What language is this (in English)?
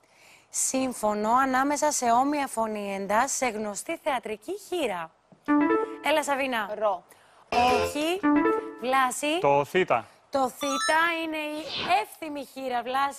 Greek